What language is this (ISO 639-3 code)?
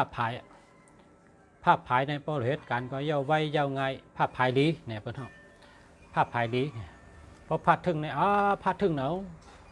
shn